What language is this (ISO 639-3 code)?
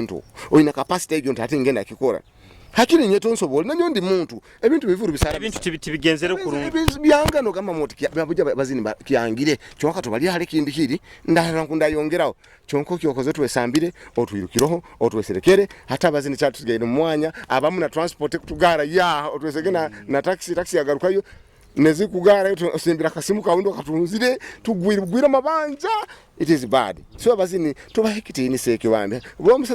nyo